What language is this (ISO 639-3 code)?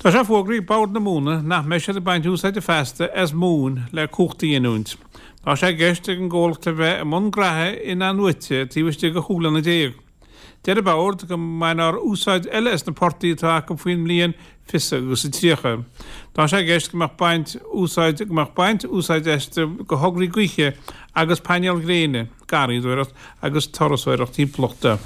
gle